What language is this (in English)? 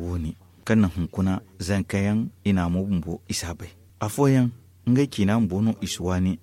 Zarma